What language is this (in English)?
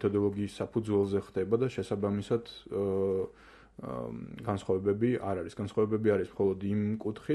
Georgian